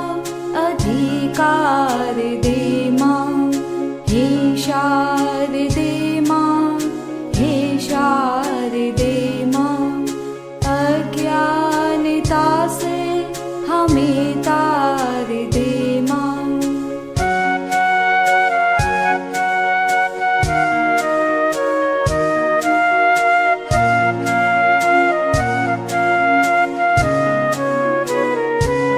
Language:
Hindi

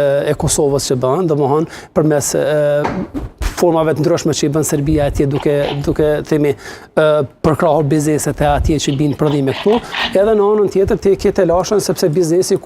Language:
Albanian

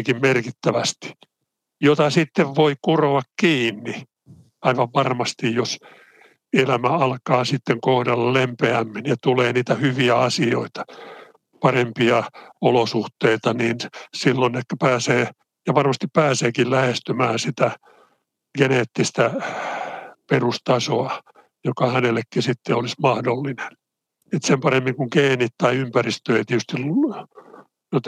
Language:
Finnish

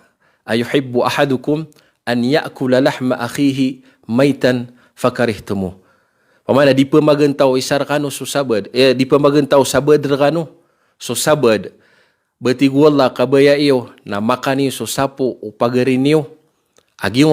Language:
Maranao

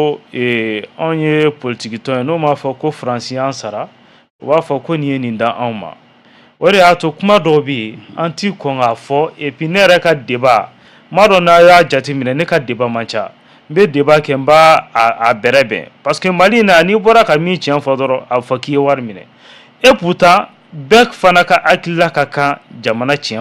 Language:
Bambara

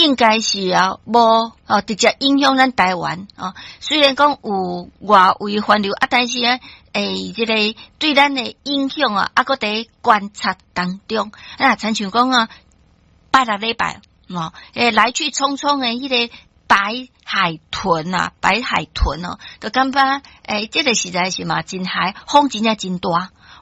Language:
Min Nan Chinese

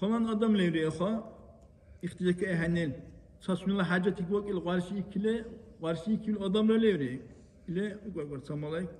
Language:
Dargwa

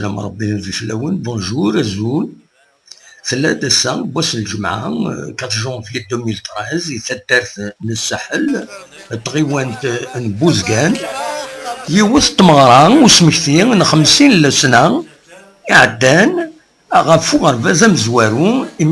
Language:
Kabyle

